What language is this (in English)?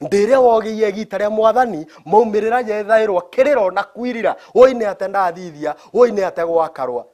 Meru